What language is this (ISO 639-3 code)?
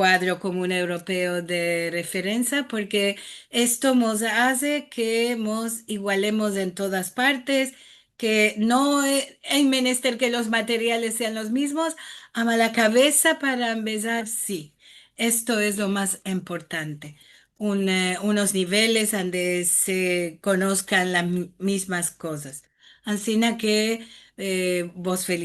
lad